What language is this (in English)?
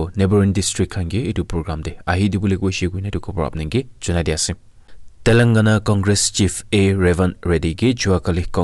Naga Pidgin